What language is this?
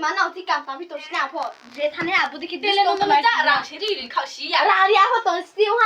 Riang (India)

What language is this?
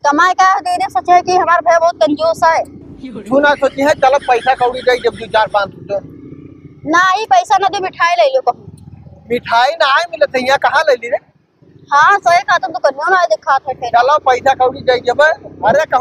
Awadhi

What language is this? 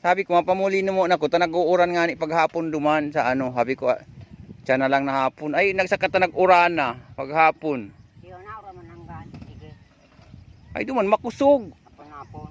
Bikol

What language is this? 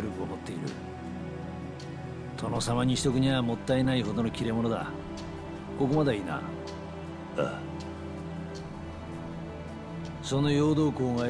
Japanese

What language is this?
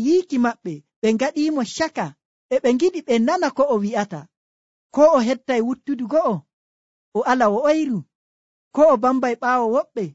Nigerian Fulfulde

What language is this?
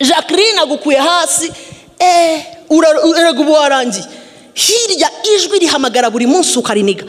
Kinyarwanda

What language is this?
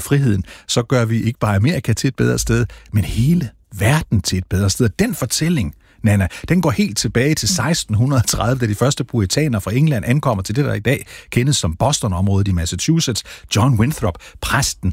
Danish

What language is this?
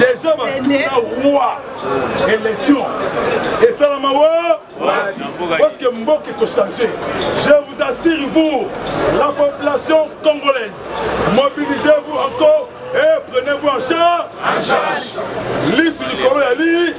Lingala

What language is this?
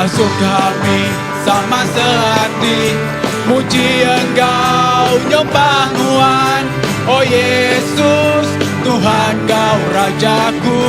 Iban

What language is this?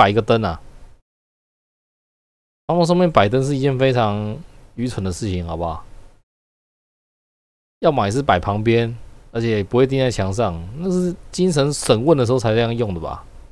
Chinese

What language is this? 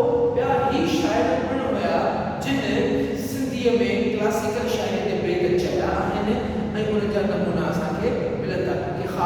Sindhi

